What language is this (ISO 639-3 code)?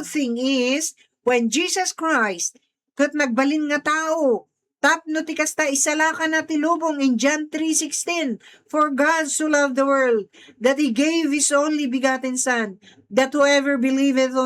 ilo